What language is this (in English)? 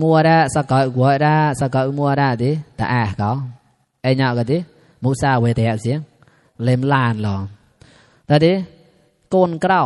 Mon